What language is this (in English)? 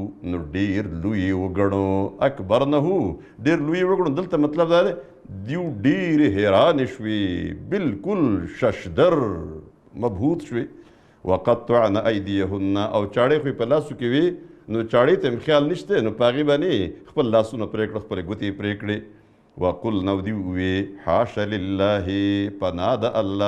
Pashto